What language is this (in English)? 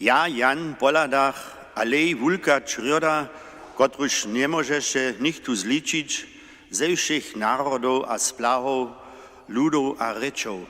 Upper Sorbian